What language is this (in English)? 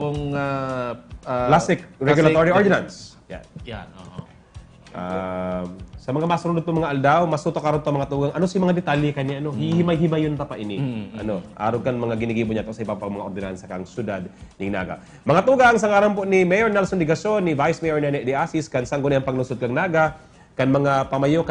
Bikol